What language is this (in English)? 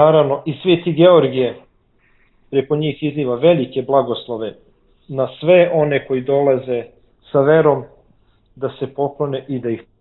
Serbian